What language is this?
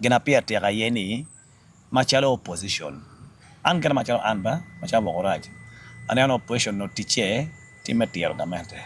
Acoli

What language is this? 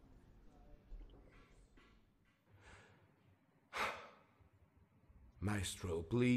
French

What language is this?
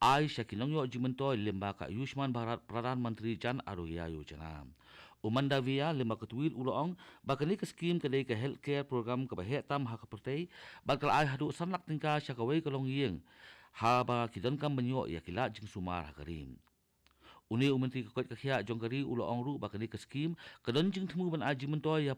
Khasi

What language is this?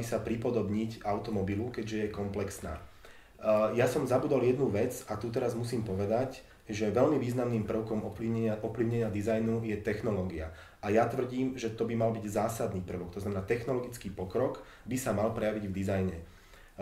Slovak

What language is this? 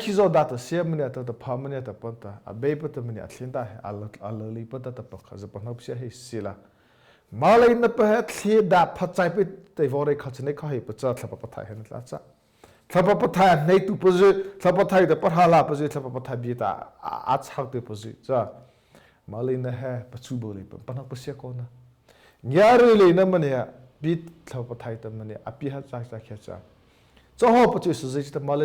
Mara Chin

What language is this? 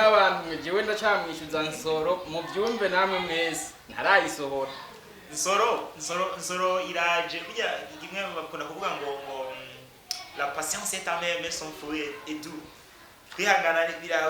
Rundi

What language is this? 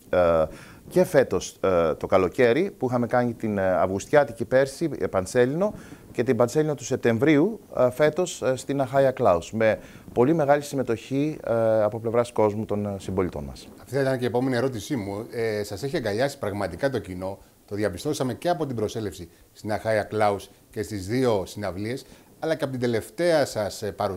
Greek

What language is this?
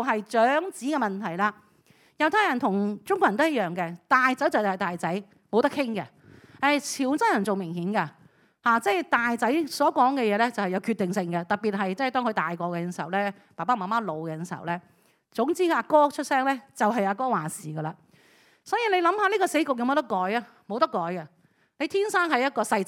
Cantonese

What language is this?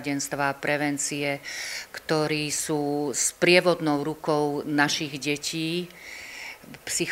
Slovak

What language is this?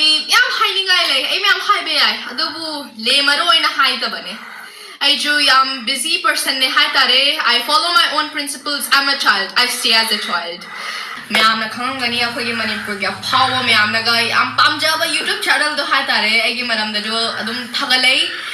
Manipuri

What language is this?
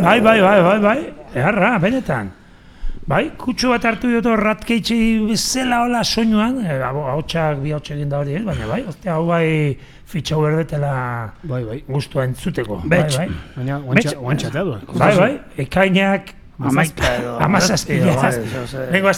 Basque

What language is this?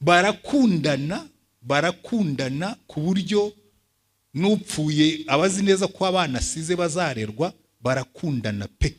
Kinyarwanda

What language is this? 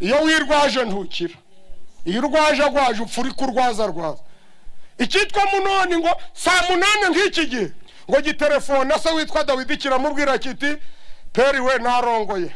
Kinyarwanda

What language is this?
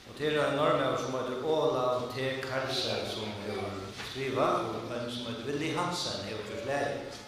Faroese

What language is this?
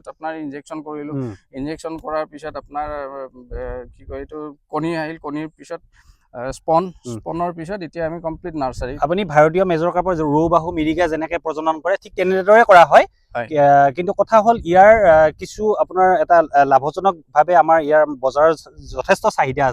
Assamese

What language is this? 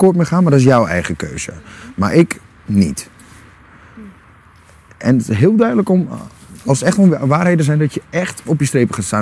Dutch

